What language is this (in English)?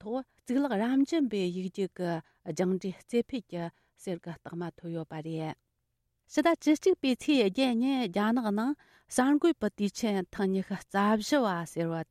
Tibetan